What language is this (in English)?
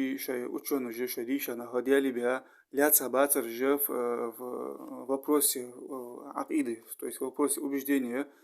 Ingush